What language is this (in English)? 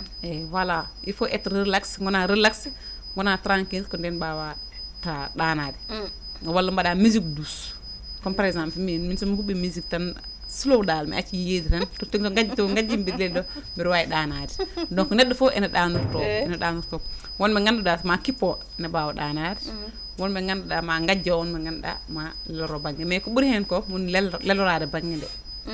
Fula